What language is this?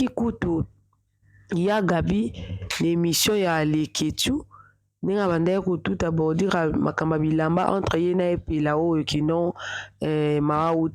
Lingala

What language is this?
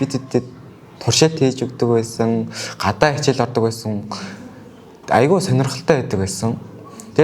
Mongolian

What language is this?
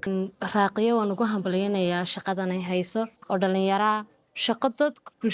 Somali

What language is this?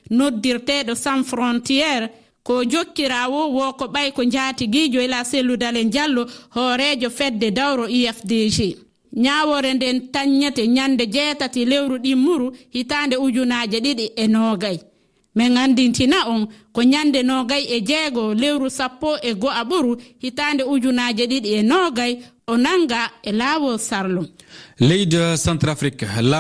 Fula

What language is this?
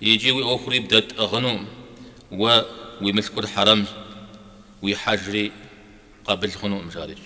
Kabardian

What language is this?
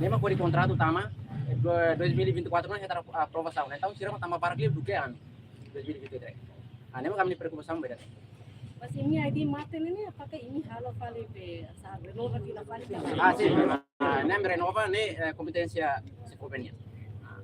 Tetum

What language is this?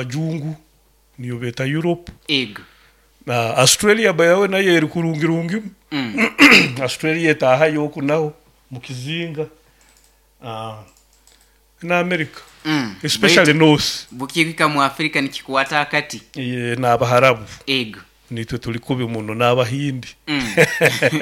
Nyoro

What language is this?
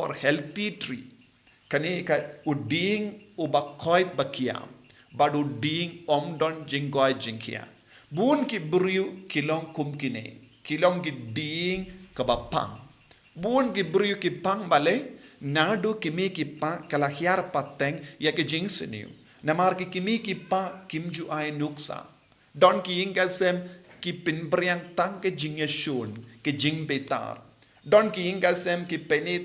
Khasi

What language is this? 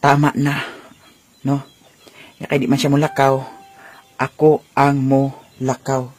Cebuano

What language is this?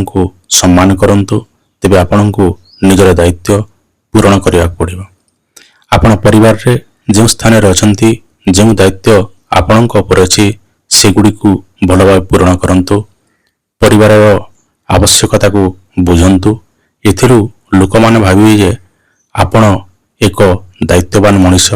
Odia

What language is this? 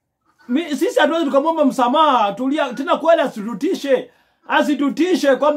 Swahili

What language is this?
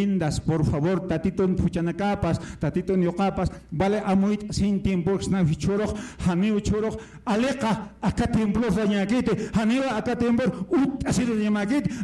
Aymara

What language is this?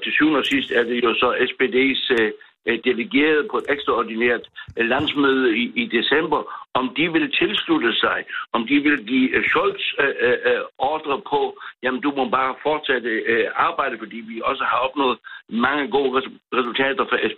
Danish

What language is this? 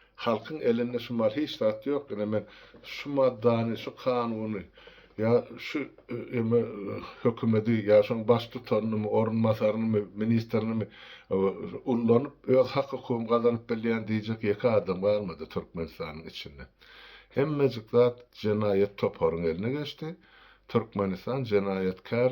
Turkmen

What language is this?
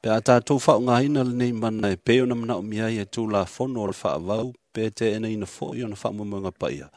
Samoan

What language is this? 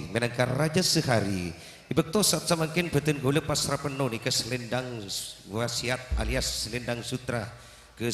Madurese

